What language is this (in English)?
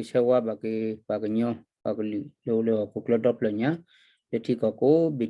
S'gaw Karen